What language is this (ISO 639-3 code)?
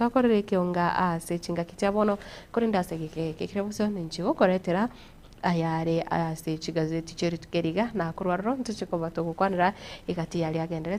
guz